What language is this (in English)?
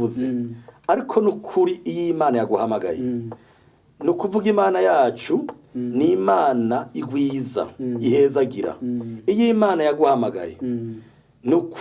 Rundi